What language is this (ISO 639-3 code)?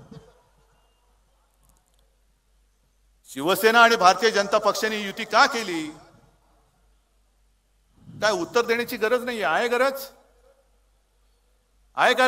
mar